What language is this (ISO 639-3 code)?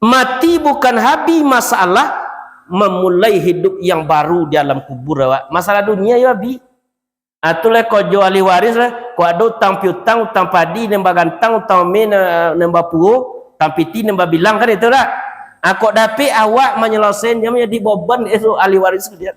min